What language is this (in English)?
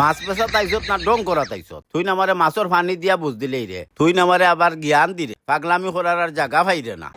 Sylheti